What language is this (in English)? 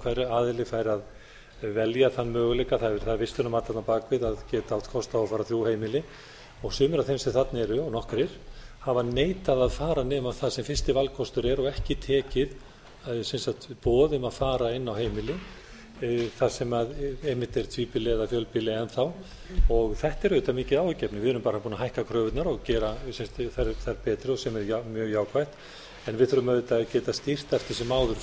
Icelandic